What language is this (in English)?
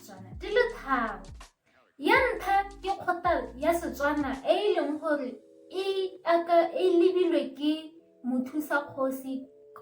Tswana